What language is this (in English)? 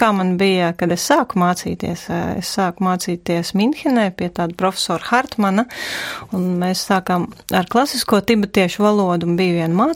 Latvian